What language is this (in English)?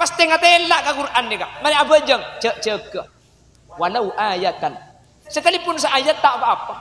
Madurese